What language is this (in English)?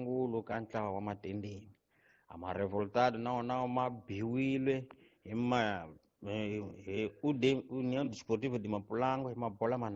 Tsonga